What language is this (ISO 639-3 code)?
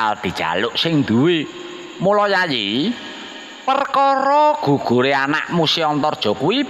jav